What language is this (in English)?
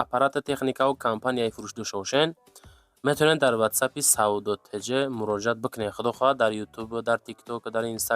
Tajik